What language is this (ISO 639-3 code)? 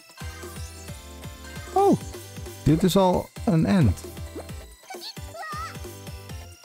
nld